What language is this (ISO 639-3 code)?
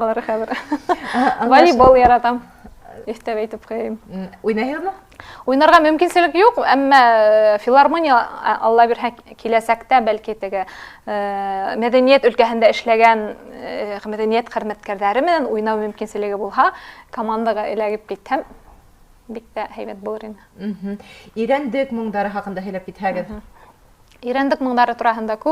bak